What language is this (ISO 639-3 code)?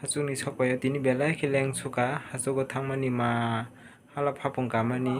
trp